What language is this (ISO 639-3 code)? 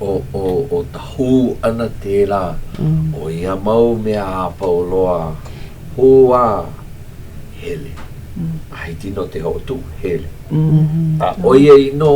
haw